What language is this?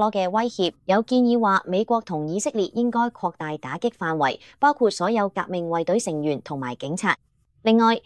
Cantonese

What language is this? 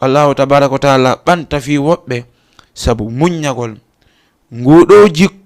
Fula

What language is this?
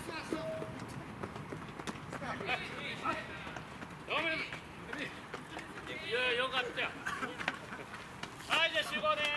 Japanese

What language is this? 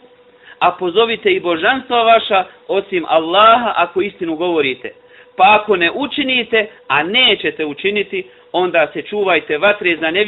Bosnian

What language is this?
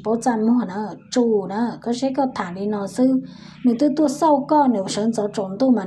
Hmong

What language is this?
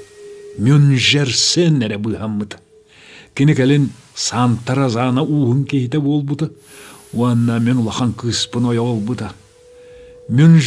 Yakut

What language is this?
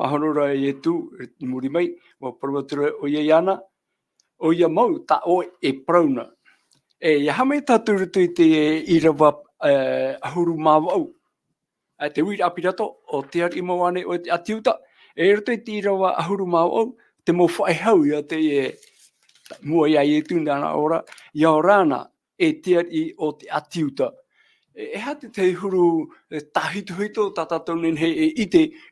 Tahitian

